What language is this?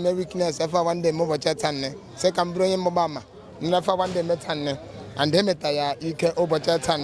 Igbo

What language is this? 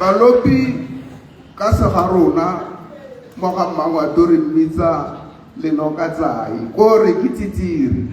Tswana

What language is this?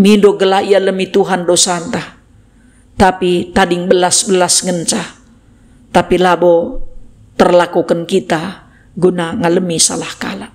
Batak Karo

